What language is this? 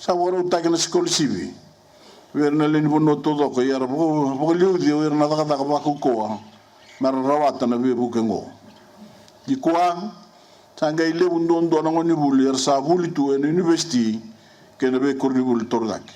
Fijian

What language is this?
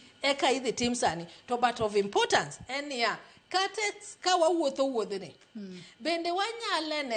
Luo (Kenya and Tanzania)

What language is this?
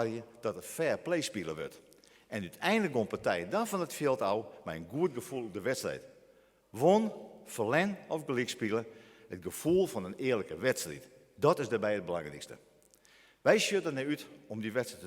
Western Frisian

